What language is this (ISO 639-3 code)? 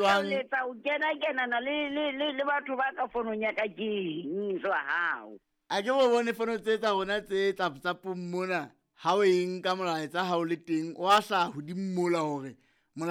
sot